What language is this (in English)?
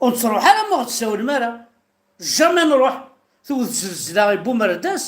Kabyle